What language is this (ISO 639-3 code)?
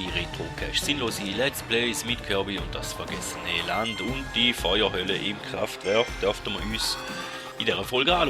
gsw